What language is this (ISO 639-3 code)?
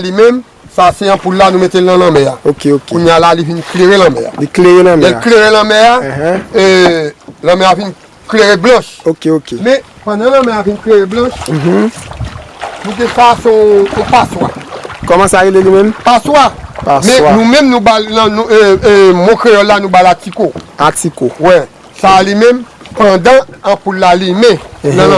hat